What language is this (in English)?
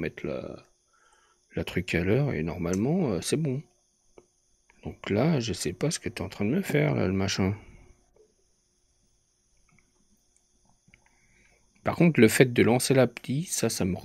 French